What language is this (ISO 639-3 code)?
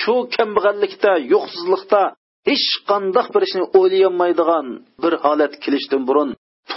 uig